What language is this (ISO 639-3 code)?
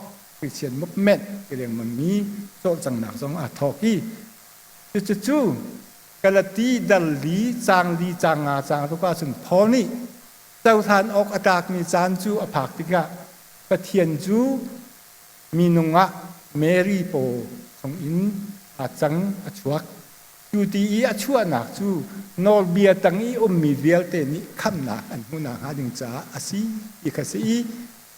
cnh